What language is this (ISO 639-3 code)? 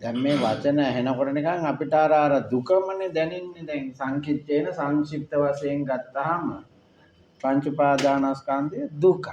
sin